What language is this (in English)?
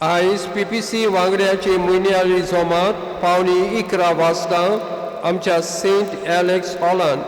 Konkani